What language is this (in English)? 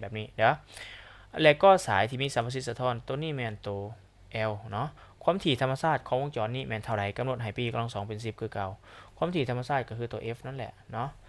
Lao